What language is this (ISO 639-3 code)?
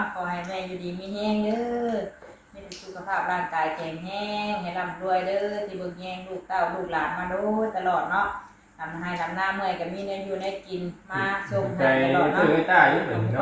tts